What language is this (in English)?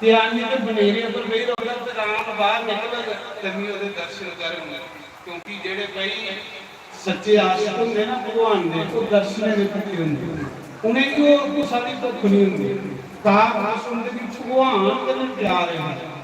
Dogri